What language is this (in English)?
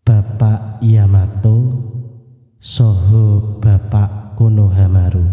Javanese